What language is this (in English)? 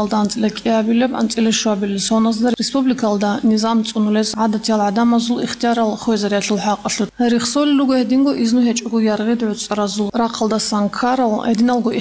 Avaric